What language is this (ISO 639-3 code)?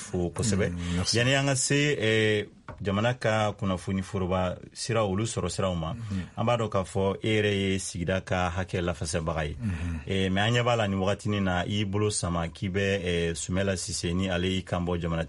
bam